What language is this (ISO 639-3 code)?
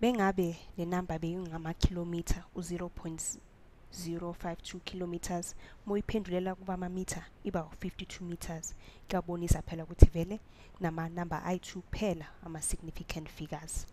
zul